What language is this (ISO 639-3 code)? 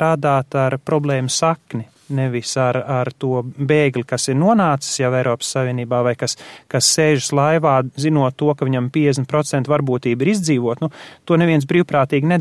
lav